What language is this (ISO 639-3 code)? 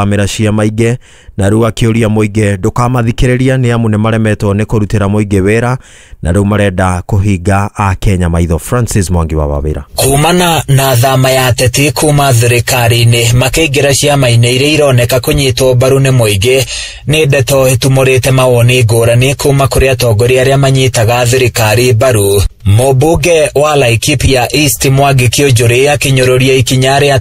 kik